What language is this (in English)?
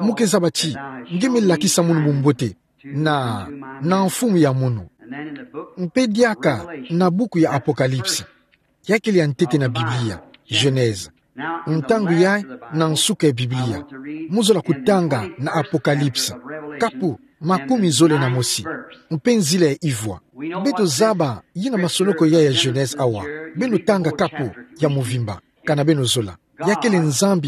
Kituba (Democratic Republic of Congo)